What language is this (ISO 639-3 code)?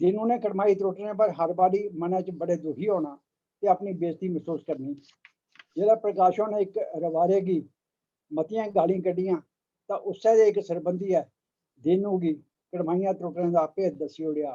doi